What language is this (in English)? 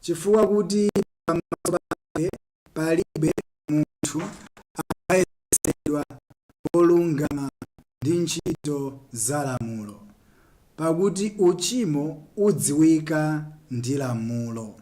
Nyanja